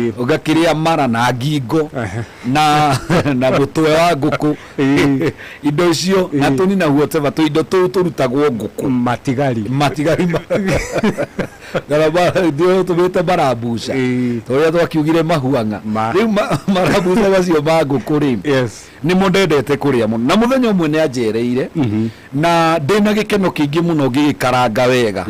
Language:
Kikuyu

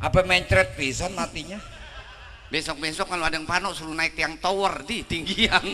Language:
Betawi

